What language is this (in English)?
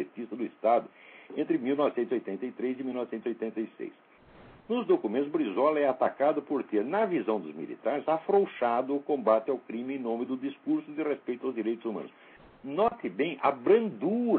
Portuguese